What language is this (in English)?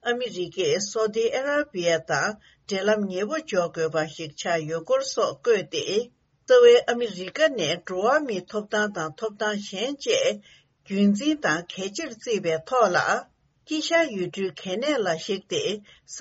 Tibetan